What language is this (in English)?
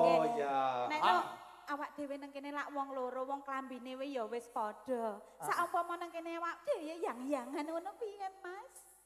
Javanese